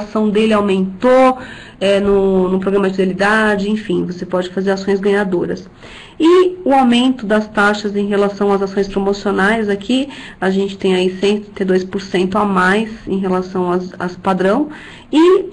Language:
Portuguese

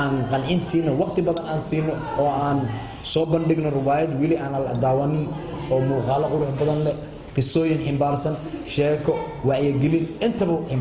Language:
Somali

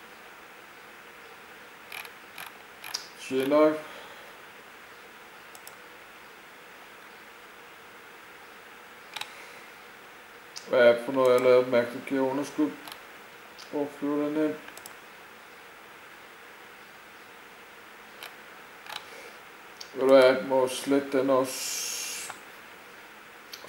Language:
Danish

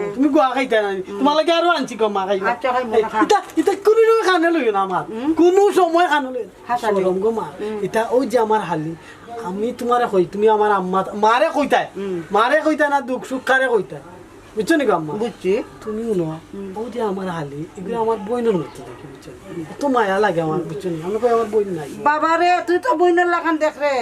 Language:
Sylheti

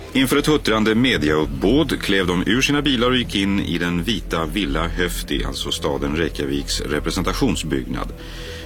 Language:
Swedish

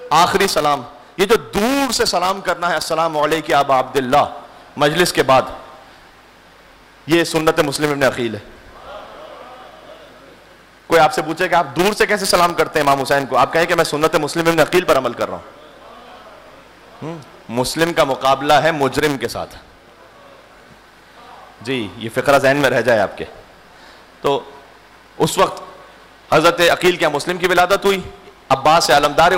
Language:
Urdu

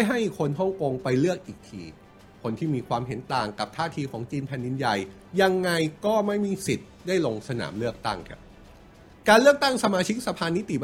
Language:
Thai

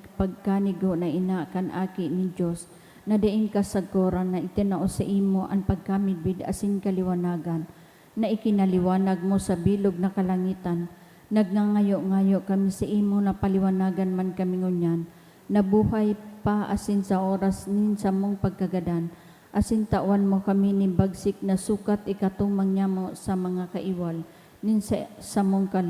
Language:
Bikol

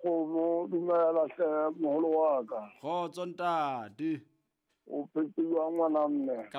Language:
Southern Sotho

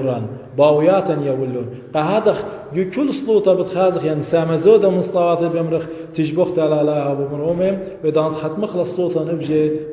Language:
Assyrian Neo-Aramaic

